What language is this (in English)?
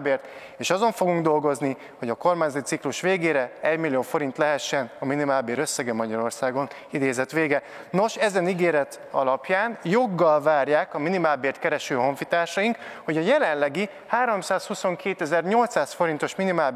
Hungarian